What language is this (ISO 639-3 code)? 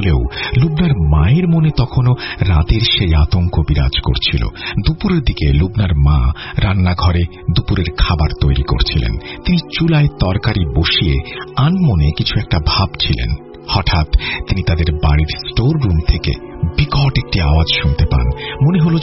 ben